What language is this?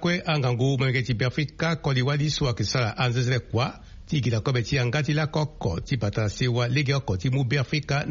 Sango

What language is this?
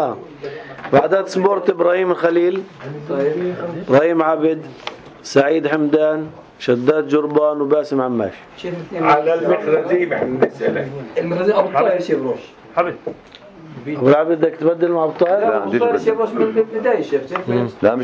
North Levantine Arabic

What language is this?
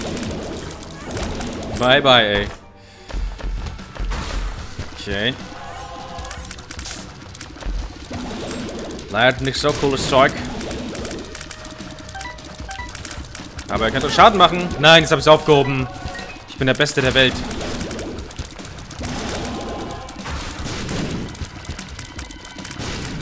German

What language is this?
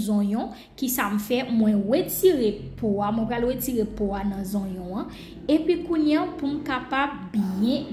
Haitian Creole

